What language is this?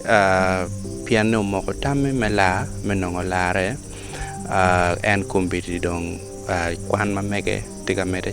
Acoli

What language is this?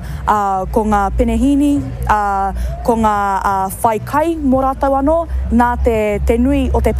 Māori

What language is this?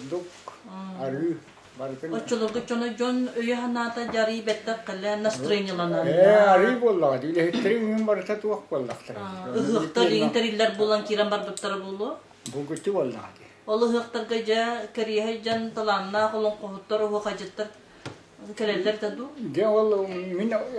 Yakut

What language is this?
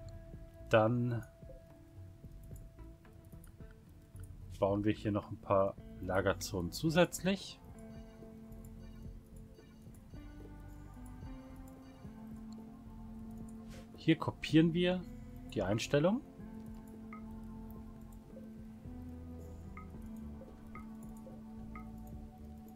German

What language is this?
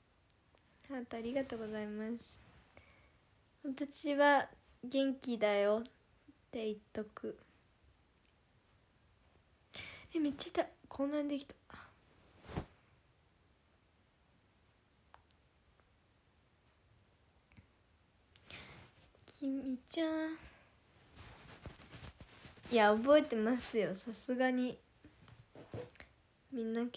Japanese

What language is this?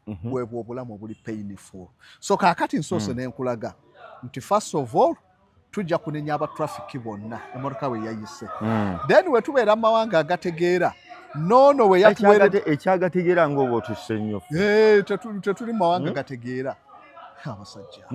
Ganda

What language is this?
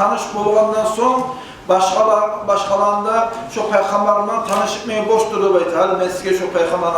Kumyk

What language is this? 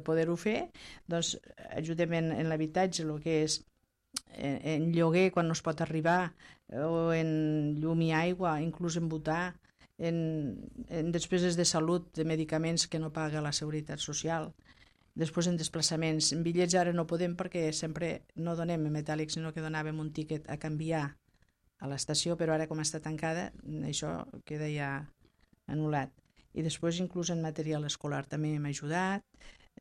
Catalan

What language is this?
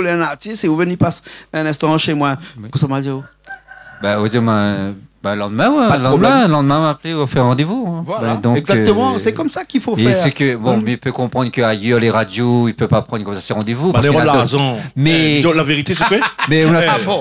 Réunion Creole French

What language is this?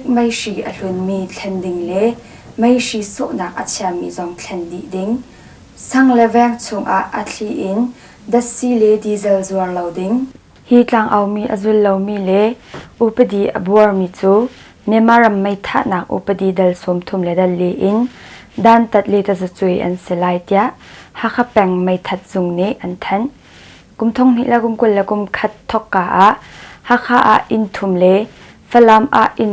Hakha Chin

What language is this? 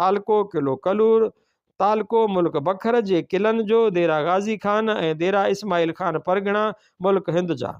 Sindhi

